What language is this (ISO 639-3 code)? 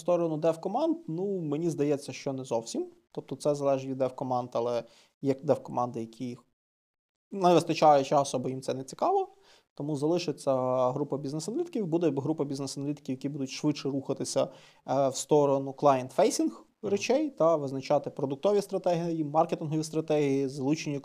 ukr